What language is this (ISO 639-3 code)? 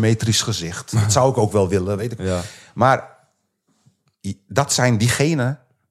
nld